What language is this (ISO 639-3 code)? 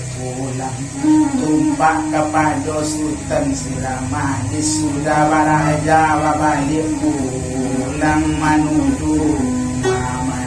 min